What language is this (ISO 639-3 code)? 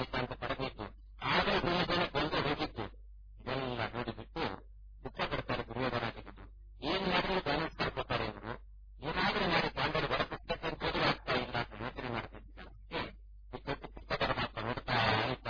kan